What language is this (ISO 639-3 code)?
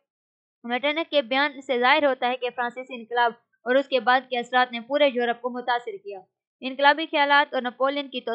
urd